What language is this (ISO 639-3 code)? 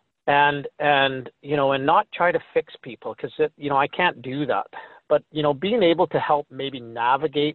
eng